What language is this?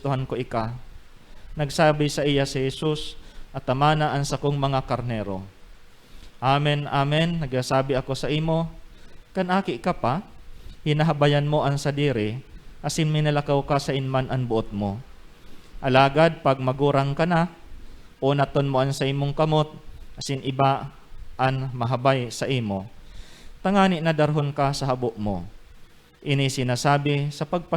Bikol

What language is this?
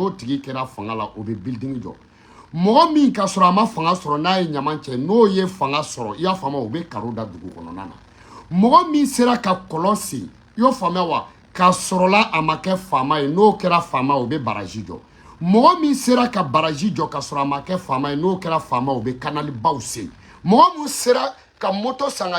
Bambara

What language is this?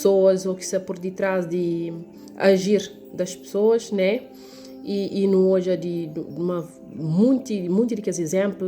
Kabuverdianu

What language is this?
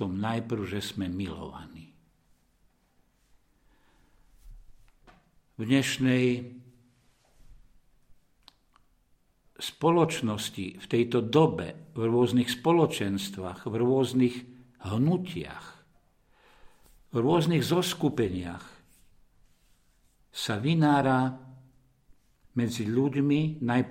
Slovak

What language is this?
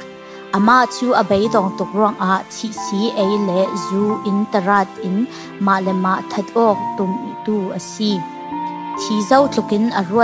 Falam Chin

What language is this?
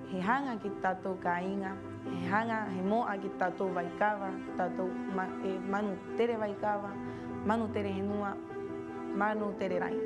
Rapanui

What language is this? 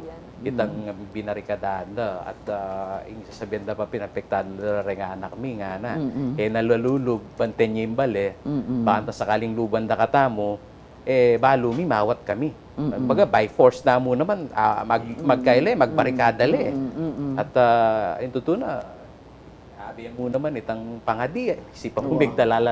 Pampanga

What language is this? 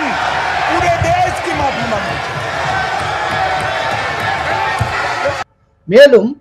Tamil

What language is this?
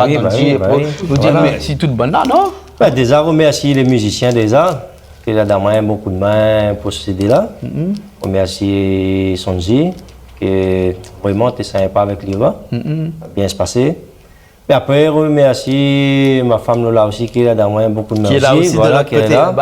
Réunion Creole French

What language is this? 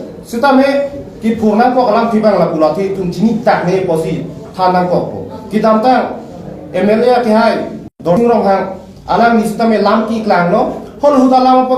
Karbi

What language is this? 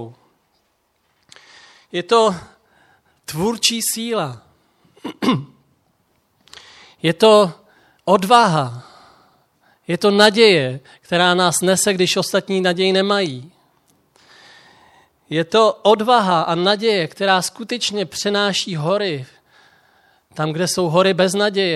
Czech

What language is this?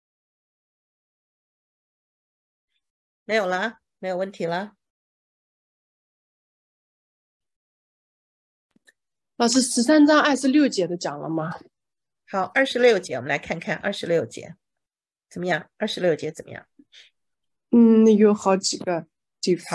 Chinese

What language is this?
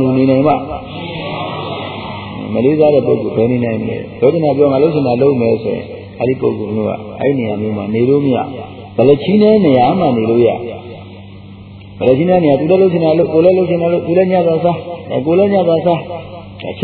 Burmese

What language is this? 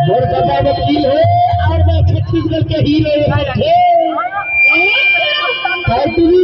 Chhattisgarhi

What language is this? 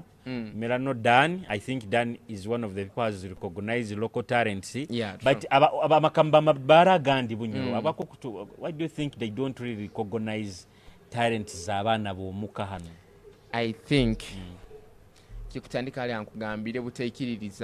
Nyoro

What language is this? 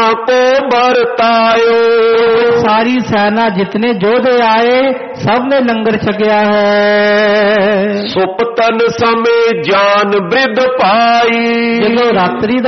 Punjabi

